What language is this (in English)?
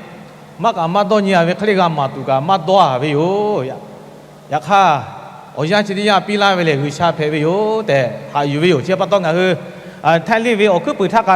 Lahu